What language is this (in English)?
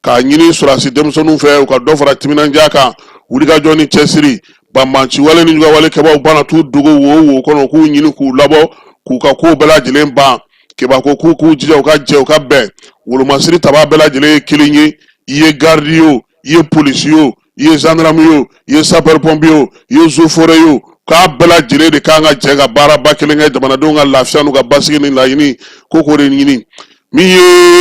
Bambara